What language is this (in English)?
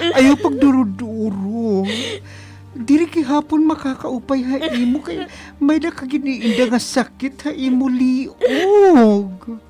Waray